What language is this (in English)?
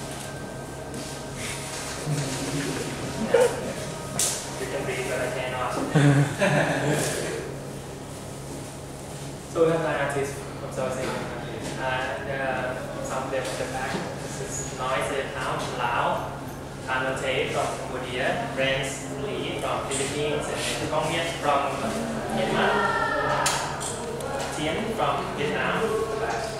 English